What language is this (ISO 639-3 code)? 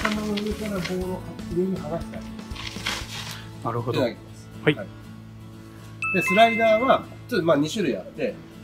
jpn